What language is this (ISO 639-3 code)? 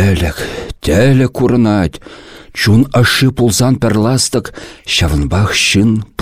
chv